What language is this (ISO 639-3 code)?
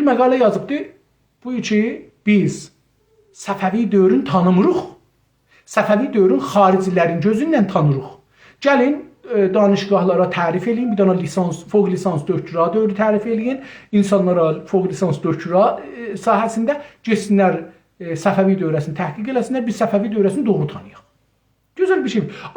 azb